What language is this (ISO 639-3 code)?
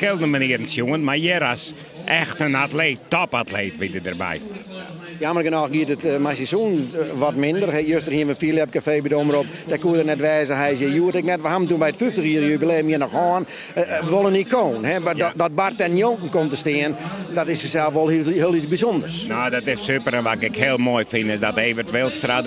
fry